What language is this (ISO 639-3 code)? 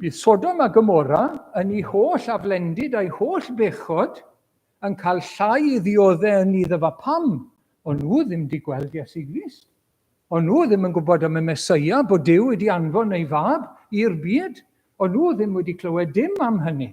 cym